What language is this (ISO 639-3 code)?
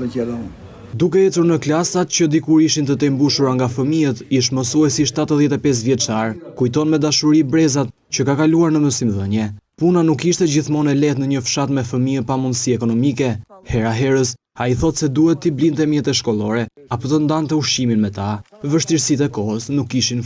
sqi